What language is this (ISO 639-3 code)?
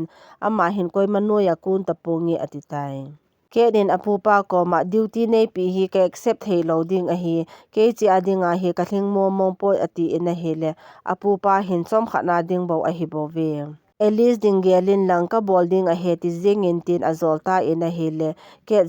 tcz